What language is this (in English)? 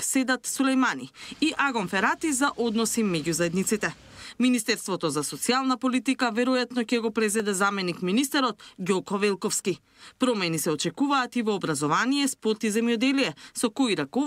Macedonian